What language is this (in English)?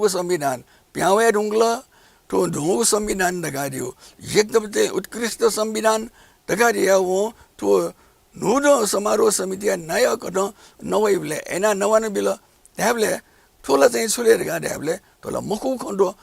Newari